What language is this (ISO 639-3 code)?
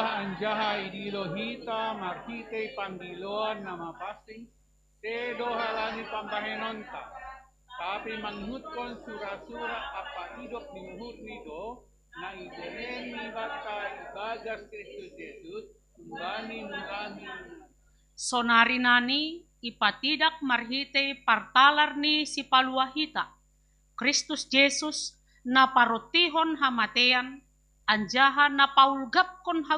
bts